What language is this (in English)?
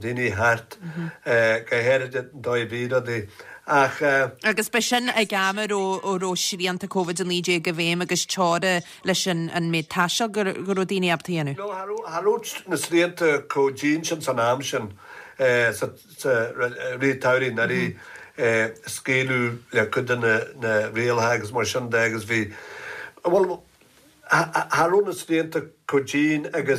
Irish